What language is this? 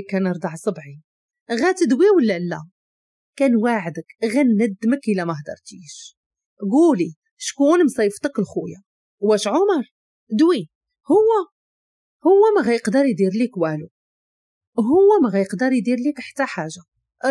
Moroccan Arabic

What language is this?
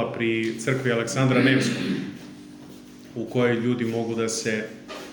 Serbian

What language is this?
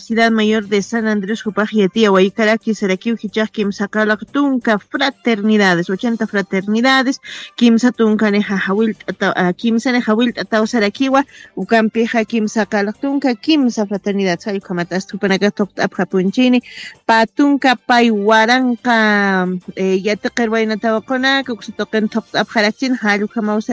Aymara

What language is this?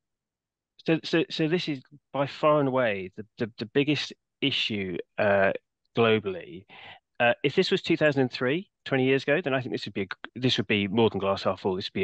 English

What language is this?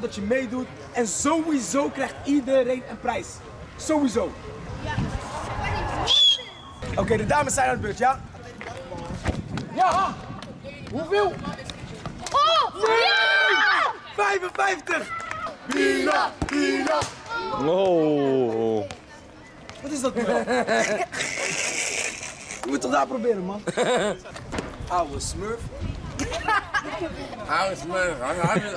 Dutch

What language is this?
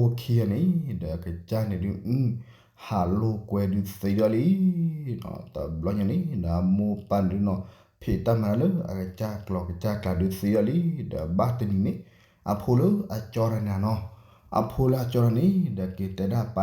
S'gaw Karen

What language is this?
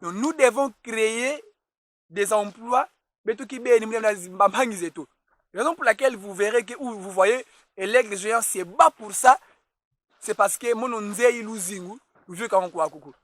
Kongo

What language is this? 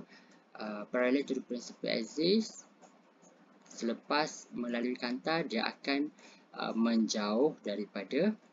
Malay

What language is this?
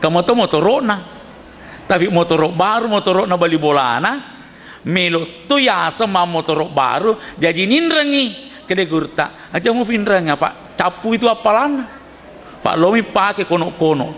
Buginese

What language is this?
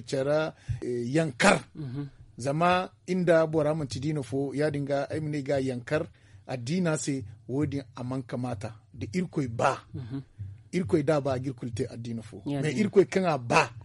Zarma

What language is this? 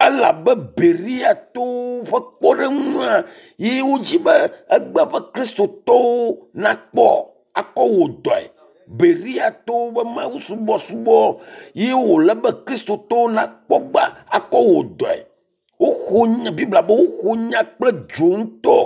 Ewe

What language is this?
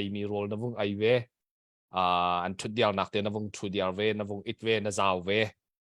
Hakha Chin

